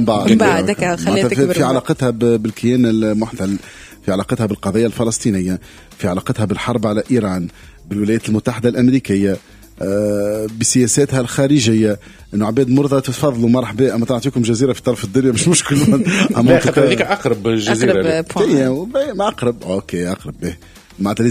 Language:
Tunisian Arabic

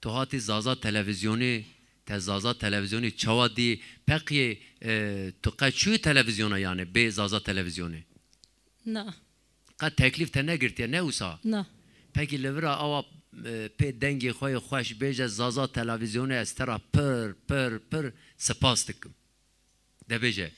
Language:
Zaza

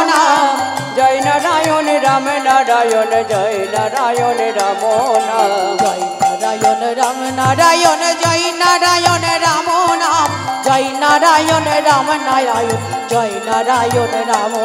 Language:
Bangla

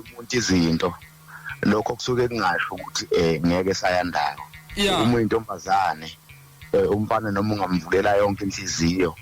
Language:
Zulu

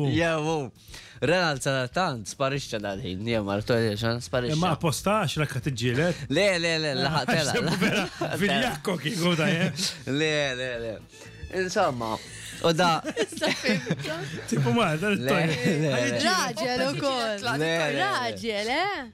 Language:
Maltese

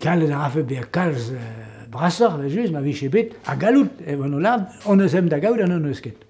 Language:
Breton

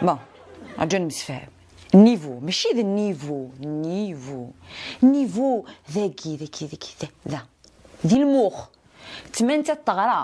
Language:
Kabyle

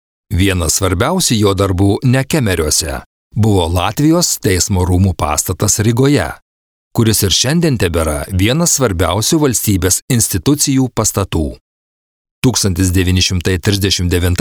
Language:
Lithuanian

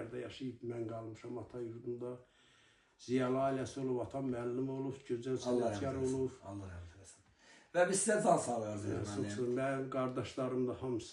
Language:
Azerbaijani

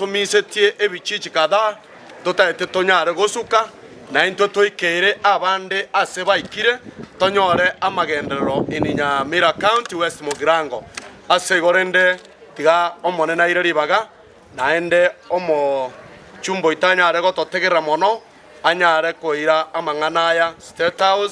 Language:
Gusii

